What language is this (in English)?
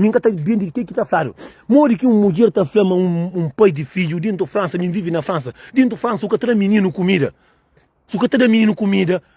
Kabuverdianu